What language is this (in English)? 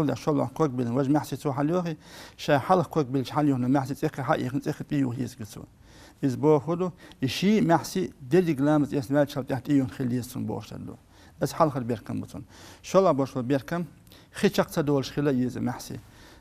Chechen